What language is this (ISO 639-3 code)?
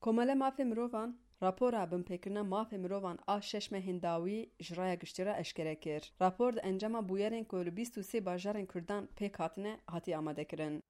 kur